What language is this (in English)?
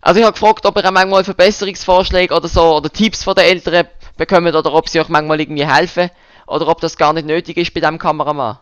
Swiss German